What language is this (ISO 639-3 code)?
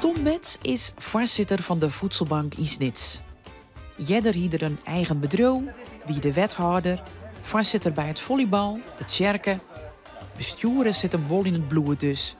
fry